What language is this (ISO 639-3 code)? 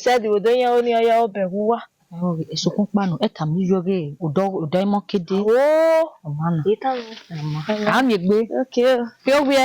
bin